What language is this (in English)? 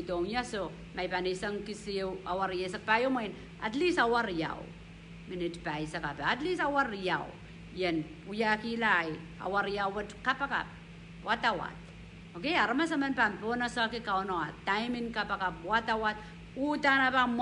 Pohnpeian